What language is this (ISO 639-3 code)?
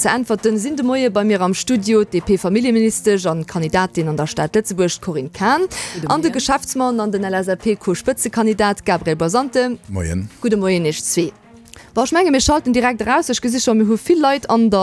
ltz